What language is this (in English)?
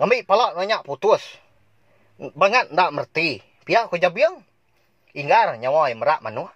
Iban